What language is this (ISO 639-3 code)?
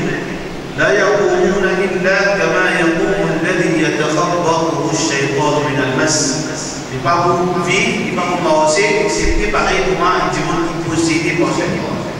mfe